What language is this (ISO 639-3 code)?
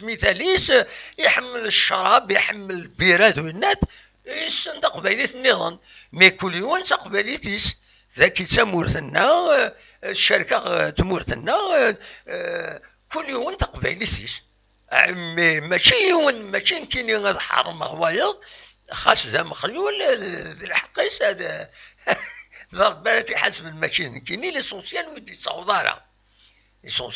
kab